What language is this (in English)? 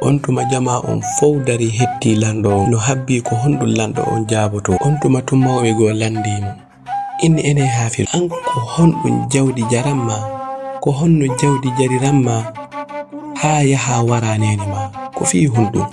Fula